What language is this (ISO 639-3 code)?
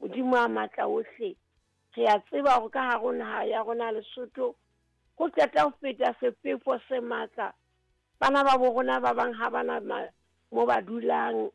sot